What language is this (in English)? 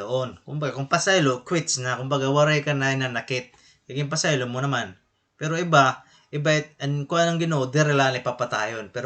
Waray